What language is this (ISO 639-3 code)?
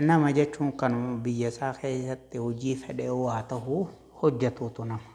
orm